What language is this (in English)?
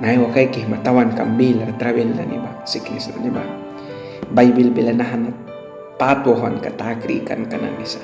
Mískito